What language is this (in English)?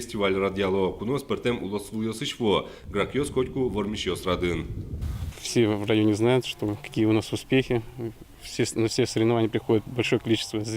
Udmurt